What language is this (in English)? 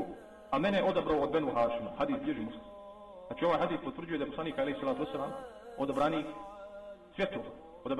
Bosnian